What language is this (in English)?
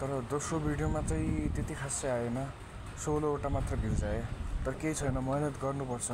Nepali